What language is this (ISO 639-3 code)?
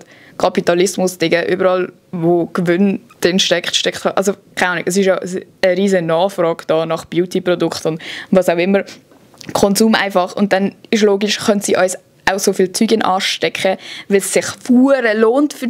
gsw